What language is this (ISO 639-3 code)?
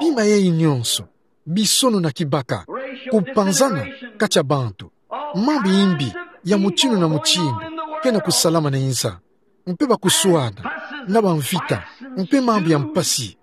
ktu